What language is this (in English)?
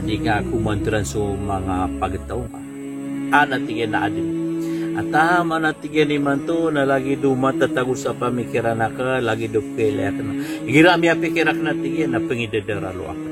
Maranao